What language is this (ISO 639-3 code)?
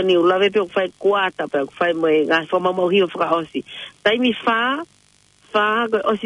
ton